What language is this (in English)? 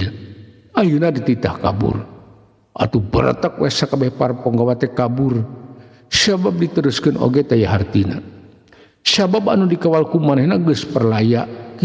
Sundanese